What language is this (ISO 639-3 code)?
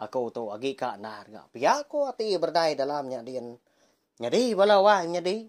iba